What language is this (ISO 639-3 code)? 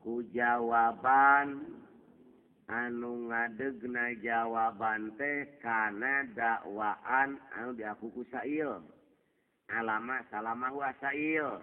sun